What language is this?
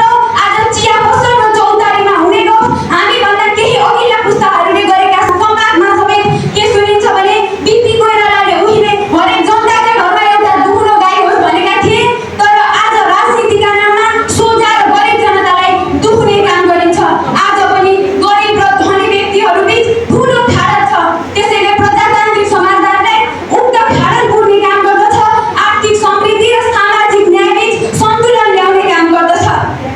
Nepali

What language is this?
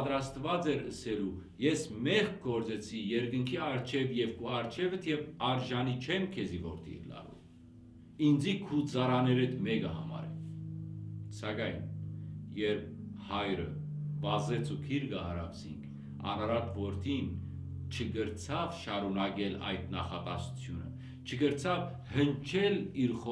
Western Armenian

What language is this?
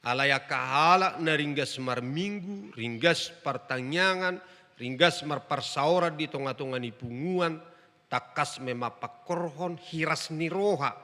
Batak Toba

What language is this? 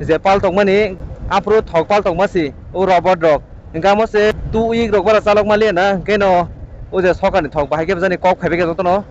Kok Borok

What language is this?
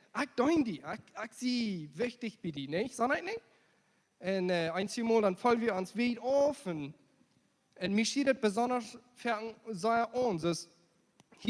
Plautdietsch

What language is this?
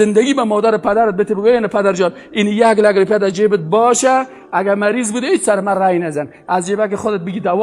Persian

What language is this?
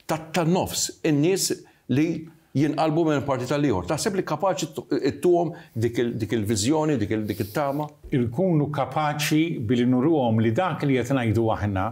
Maltese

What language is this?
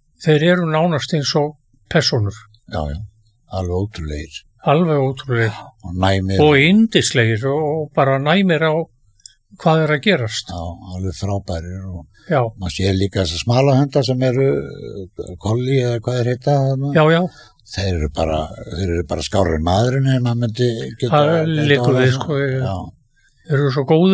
Icelandic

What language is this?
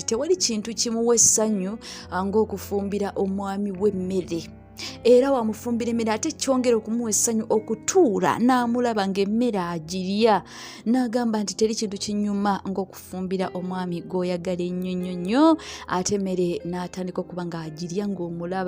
Ganda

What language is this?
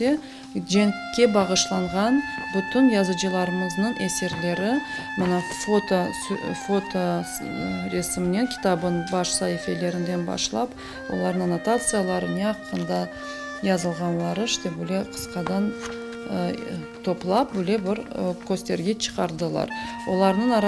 Crimean Tatar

